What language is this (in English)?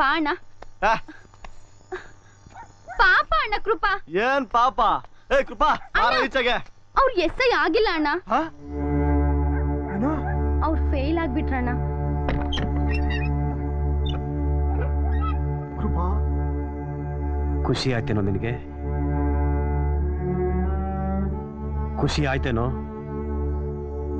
Kannada